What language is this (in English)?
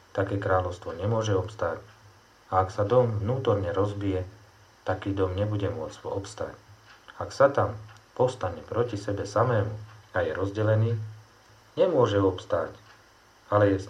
Slovak